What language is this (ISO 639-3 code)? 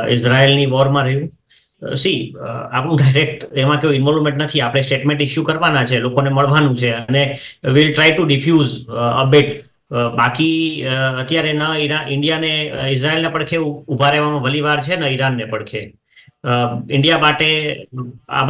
guj